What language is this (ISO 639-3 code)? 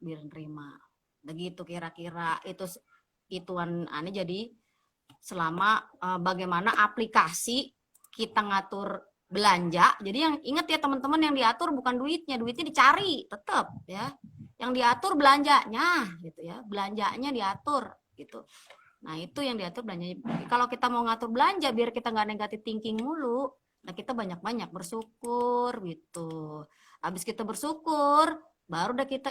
bew